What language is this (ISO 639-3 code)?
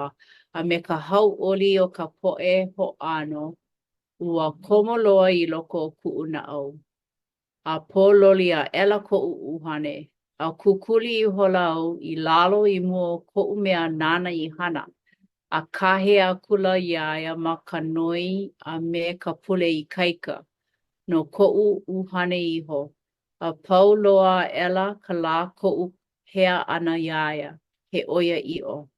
haw